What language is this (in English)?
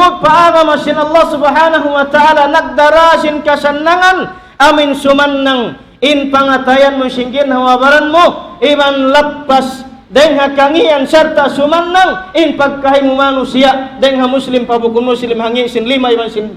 Tausug